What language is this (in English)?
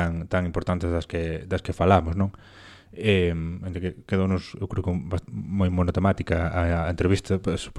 Galician